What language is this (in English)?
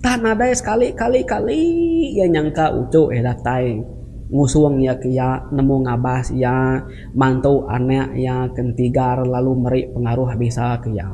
Iban